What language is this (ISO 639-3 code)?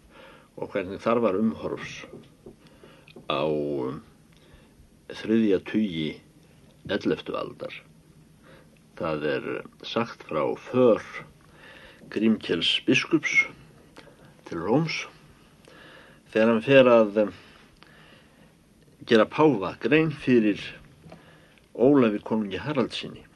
isl